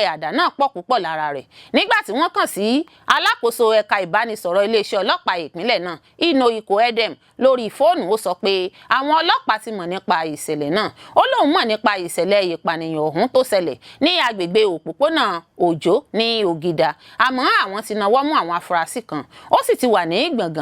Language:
Yoruba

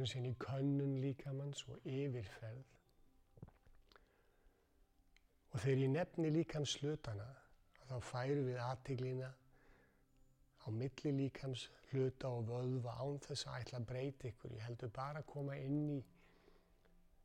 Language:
Icelandic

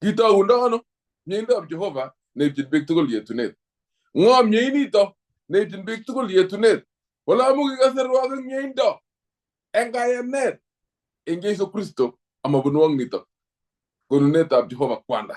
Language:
Kalenjin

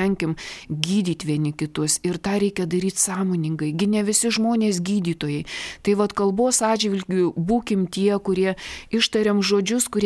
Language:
Lithuanian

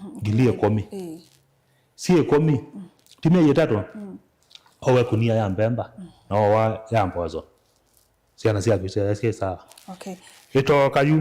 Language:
Kamba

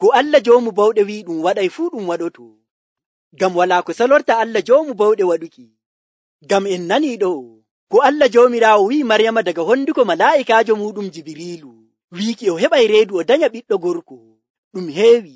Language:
Nigerian Fulfulde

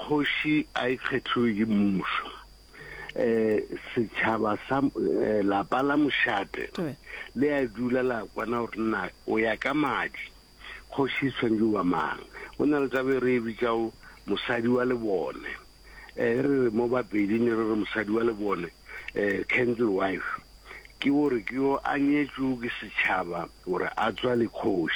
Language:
Northern Sotho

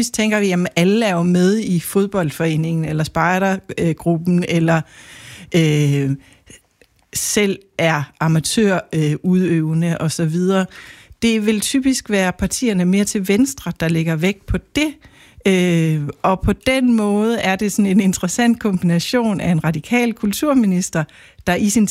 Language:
Danish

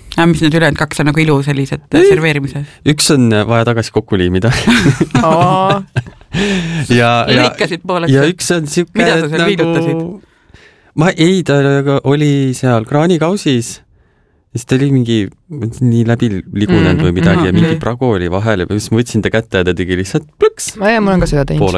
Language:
Estonian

